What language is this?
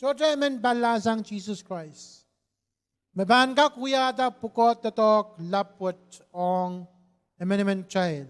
Pohnpeian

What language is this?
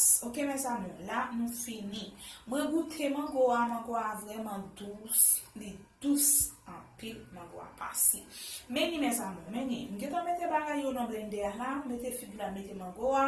Haitian Creole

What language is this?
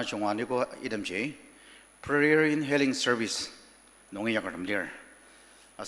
Ao Naga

